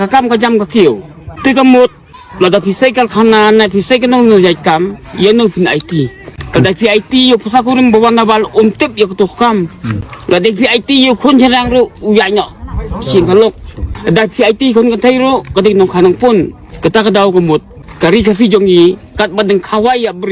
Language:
Khasi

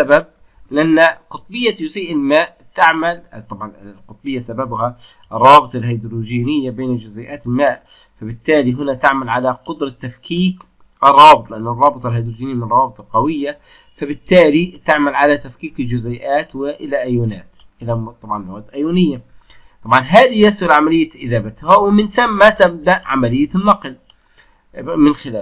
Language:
Arabic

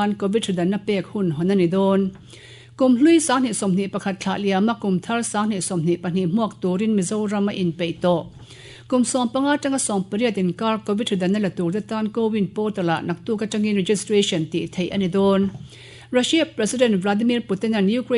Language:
Mizo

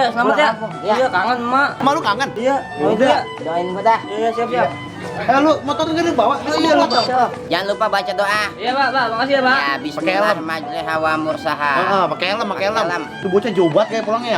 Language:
Betawi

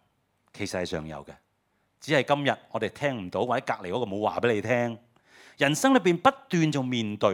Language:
Cantonese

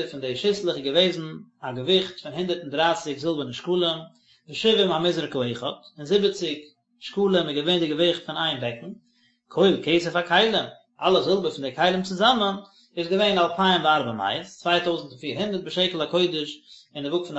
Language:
Yiddish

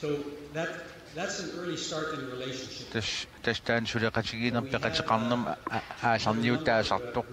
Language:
Kalaallisut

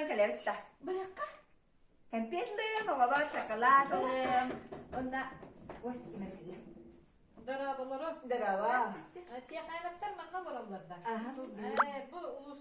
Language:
Yakut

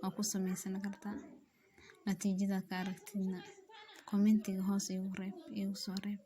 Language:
Somali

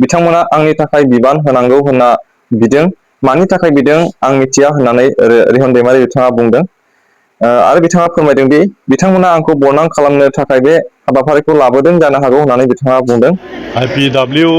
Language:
Bodo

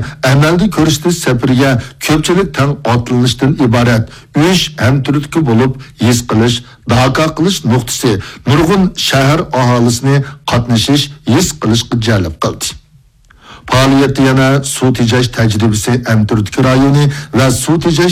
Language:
Uyghur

